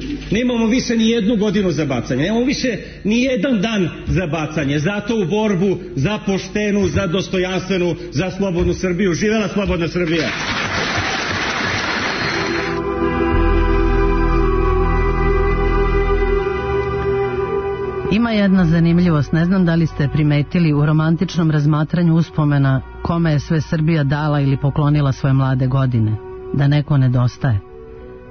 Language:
Serbian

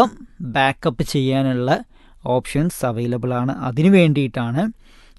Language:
Malayalam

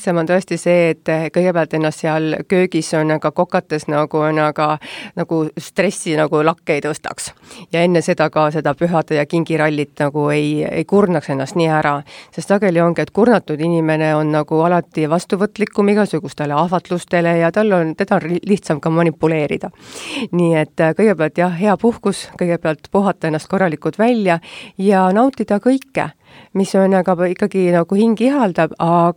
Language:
Estonian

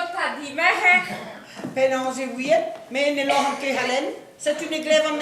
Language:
Breton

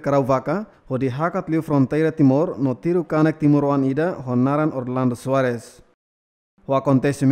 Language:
Tetum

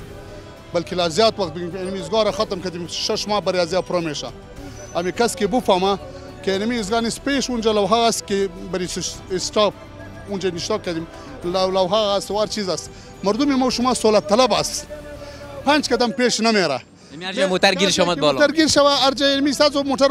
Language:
Persian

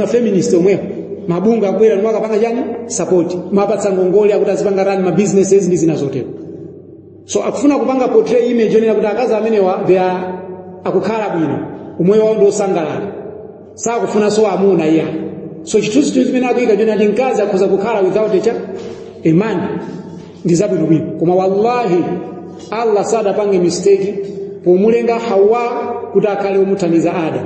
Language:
Nyanja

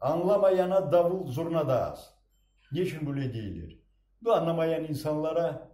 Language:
Crimean Tatar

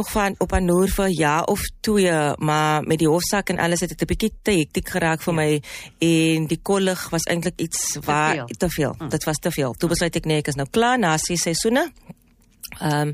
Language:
Afrikaans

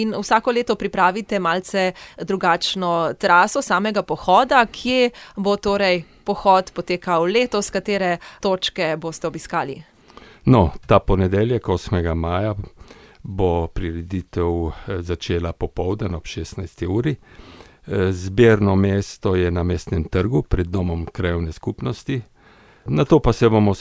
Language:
Slovenian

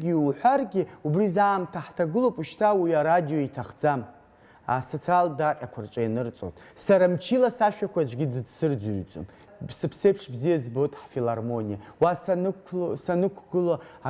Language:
Abkhazian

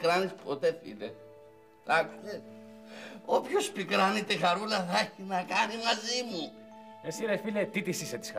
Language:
Greek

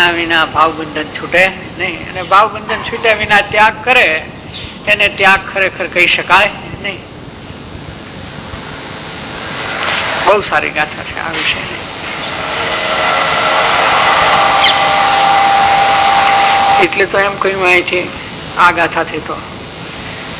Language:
Gujarati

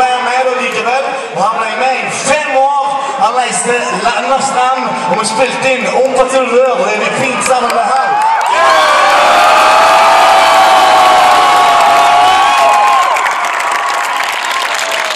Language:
Norwegian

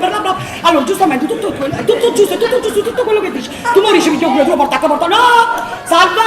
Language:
Neapolitan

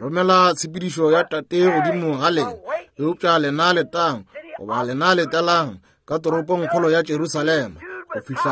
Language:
Northern Sotho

